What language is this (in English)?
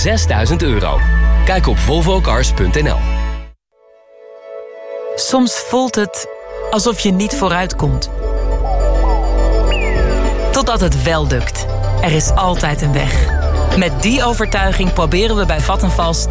Dutch